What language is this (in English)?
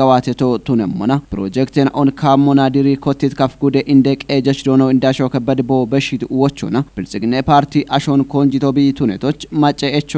Kafa